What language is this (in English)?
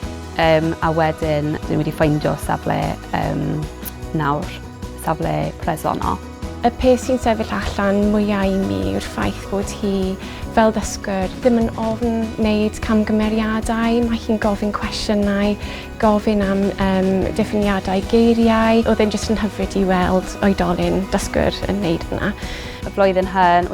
Welsh